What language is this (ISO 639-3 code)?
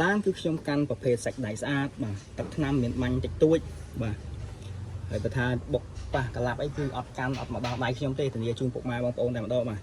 khm